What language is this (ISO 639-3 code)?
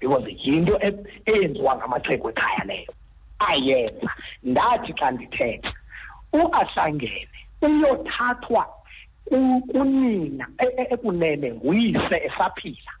xho